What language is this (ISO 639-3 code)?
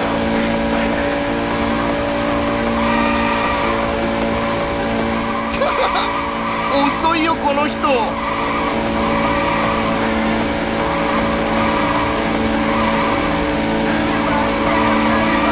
jpn